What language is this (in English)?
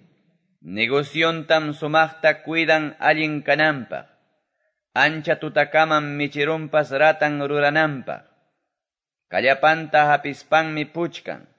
Quechua